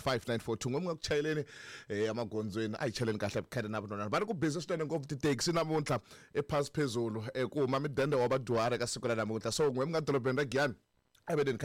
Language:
Tsonga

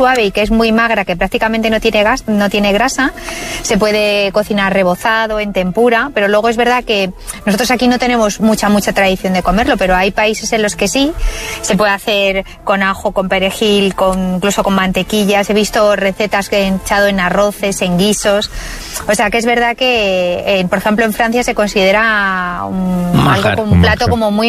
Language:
Spanish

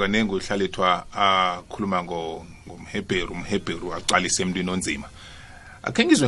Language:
South Ndebele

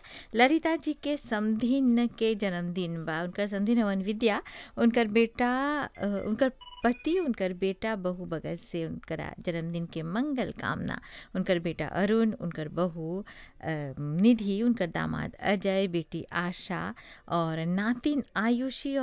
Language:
Bhojpuri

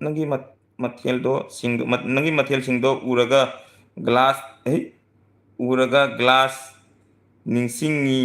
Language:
Manipuri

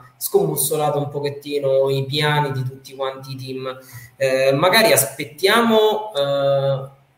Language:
Italian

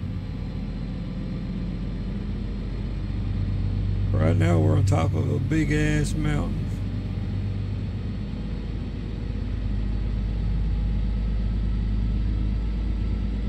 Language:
English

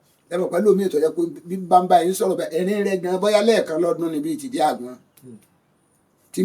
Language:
Yoruba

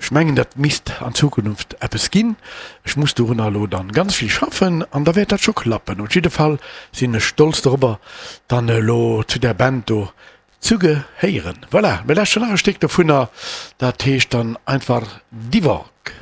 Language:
Luxembourgish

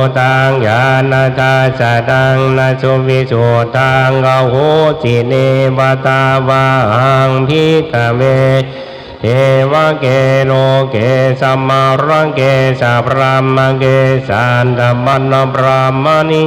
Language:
Pali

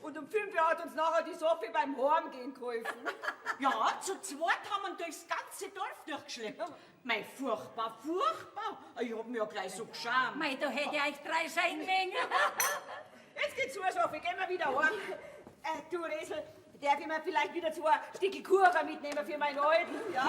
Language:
Bavarian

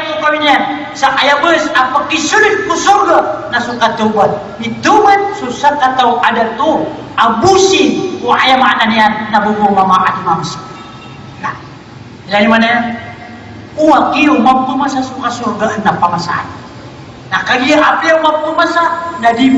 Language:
Maranao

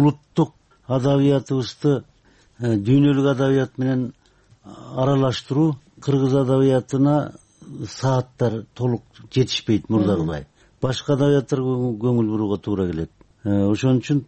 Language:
Kyrgyz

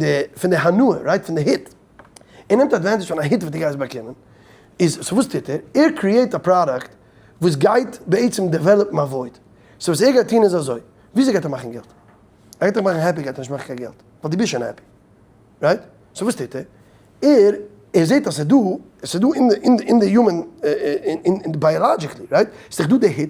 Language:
Yiddish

